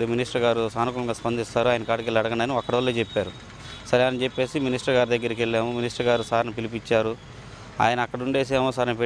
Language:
Telugu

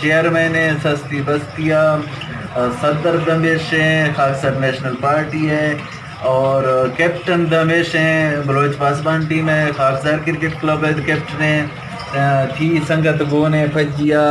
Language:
Eastern Balochi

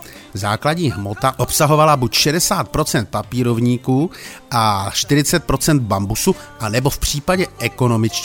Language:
Czech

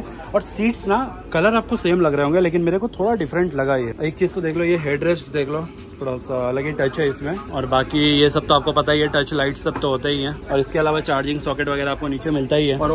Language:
Hindi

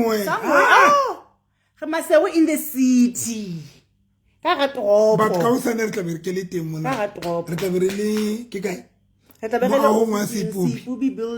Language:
Southern Sotho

